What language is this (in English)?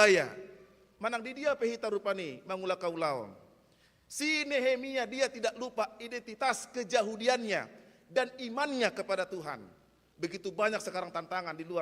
Batak Toba